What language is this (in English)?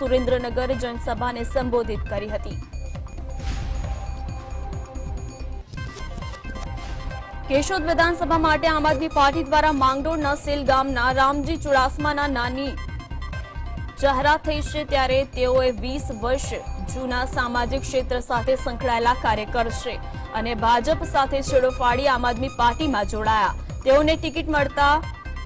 Gujarati